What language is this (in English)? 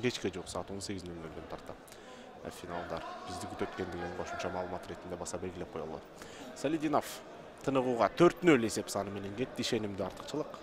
Kyrgyz